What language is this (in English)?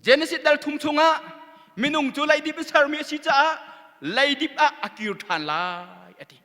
Hakha Chin